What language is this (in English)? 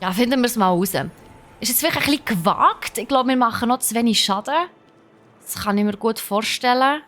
Swiss German